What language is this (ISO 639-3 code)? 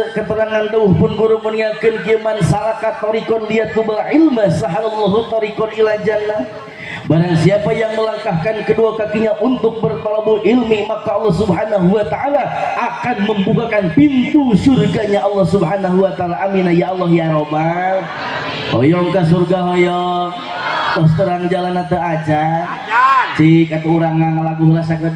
sun